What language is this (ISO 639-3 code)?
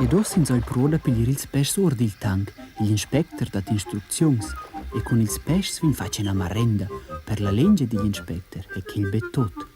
roh